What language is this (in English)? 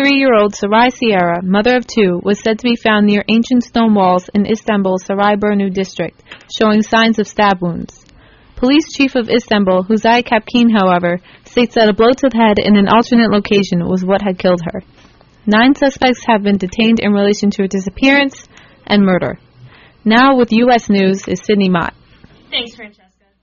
English